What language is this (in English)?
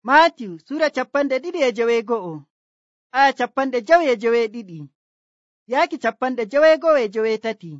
Nigerian Fulfulde